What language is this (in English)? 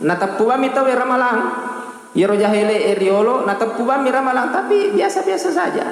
Buginese